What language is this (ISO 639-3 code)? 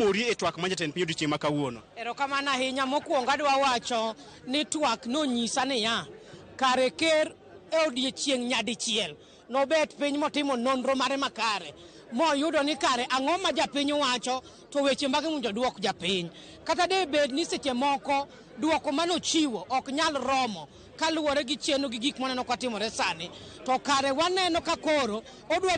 luo